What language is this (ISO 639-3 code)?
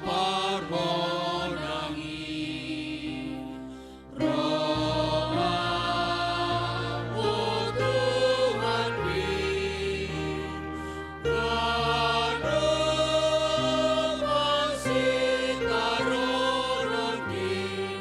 bts